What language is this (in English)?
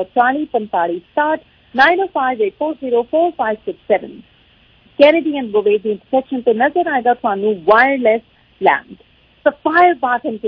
Punjabi